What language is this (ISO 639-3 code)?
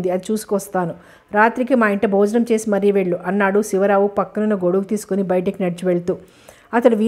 tel